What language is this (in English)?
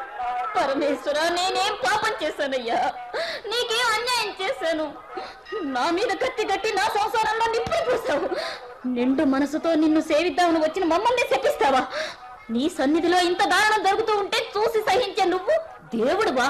Telugu